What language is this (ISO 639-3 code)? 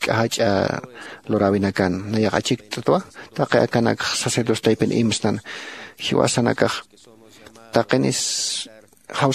aym